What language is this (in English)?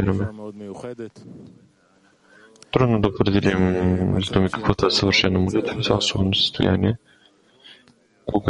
Bulgarian